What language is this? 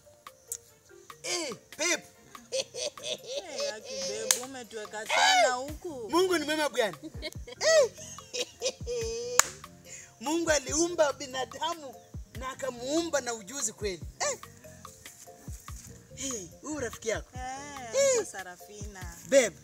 Swahili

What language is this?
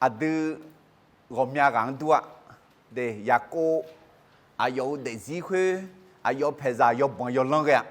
Akha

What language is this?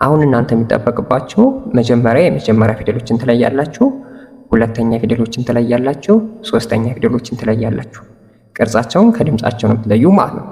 Amharic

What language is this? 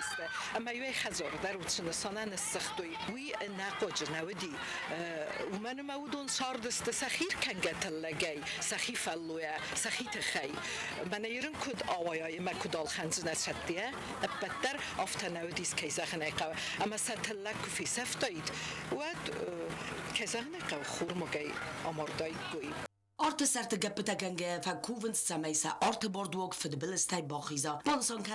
Ossetic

